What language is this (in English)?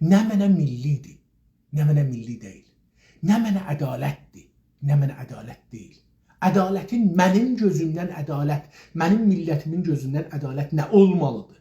South Azerbaijani